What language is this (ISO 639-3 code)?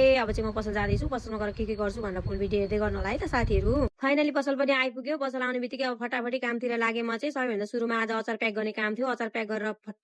nep